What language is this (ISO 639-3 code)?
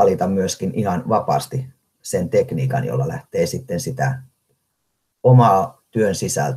fin